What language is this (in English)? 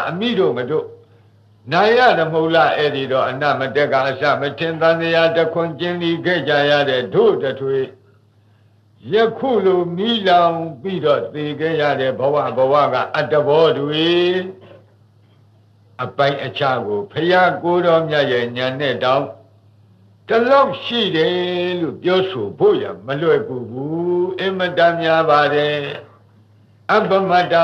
Burmese